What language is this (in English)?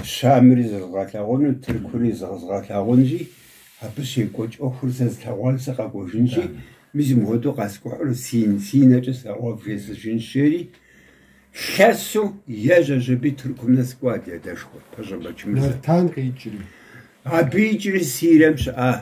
Kabardian